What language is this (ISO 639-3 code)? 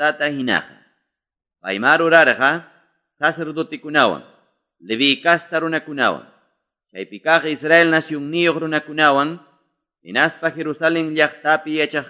que